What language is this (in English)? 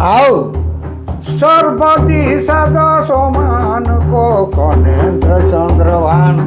Sadri